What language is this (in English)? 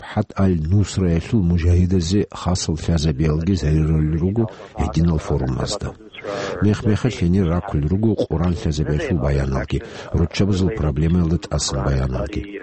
Avaric